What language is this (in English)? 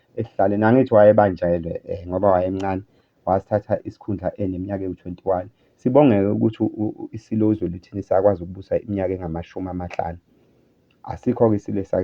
Zulu